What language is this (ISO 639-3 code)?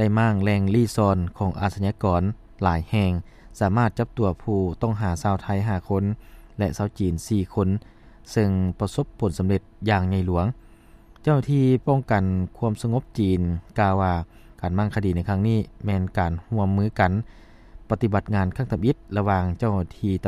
lao